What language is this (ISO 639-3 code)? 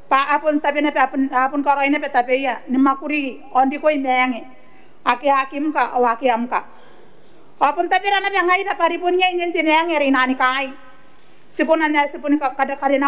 gil